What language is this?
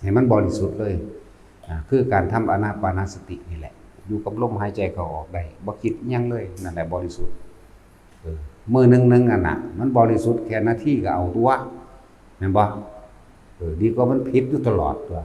Northeastern Thai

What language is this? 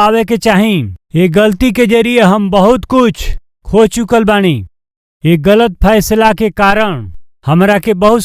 Bhojpuri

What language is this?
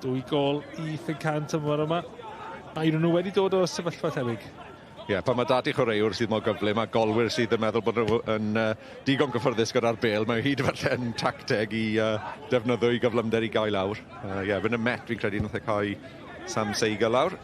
Welsh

